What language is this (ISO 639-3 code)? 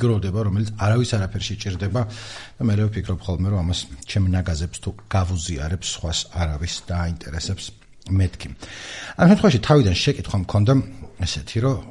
kat